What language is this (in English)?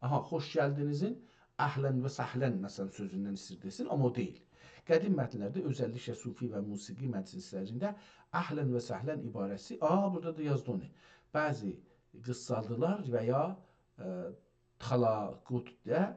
South Azerbaijani